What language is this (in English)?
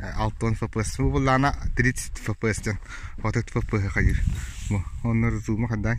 Yakut